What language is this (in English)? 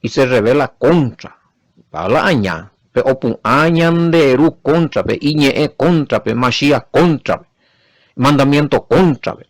Guarani